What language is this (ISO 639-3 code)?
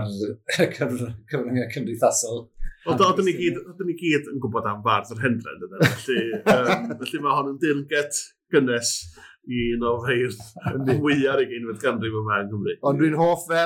cym